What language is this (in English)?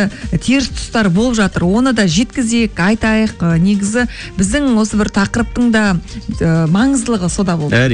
Kazakh